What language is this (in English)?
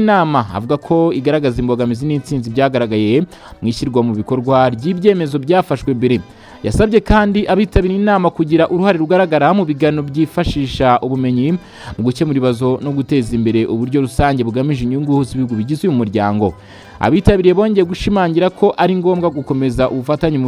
Kinyarwanda